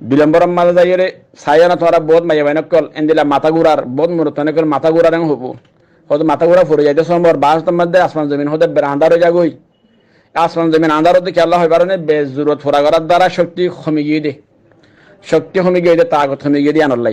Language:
Rohingya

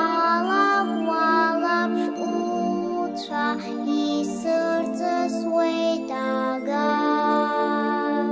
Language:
Abkhazian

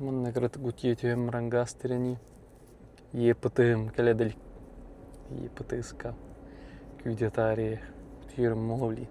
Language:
Yakut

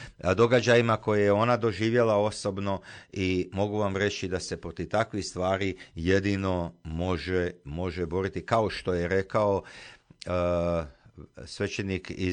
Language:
Croatian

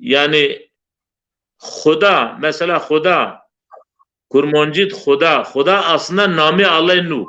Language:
Zaza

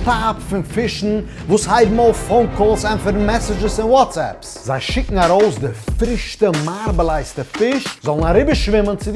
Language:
Yiddish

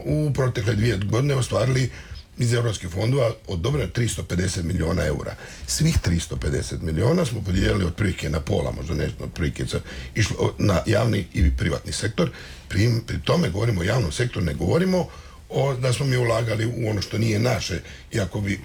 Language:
Croatian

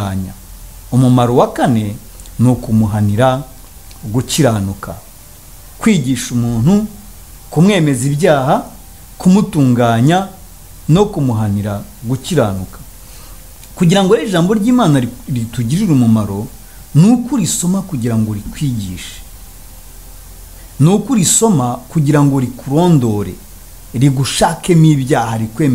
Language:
Kinyarwanda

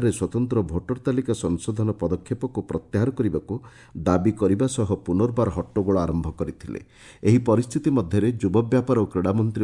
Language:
Odia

